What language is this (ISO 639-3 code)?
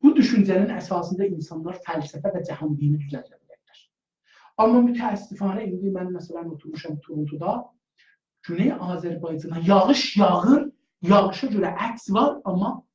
azb